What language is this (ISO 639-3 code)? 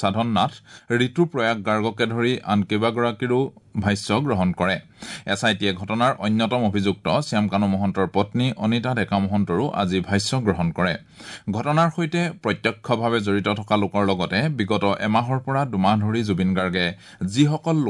asm